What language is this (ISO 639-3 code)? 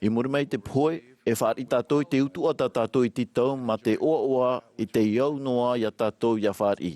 tah